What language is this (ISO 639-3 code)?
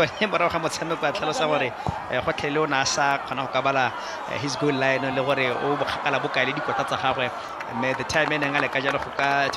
tsn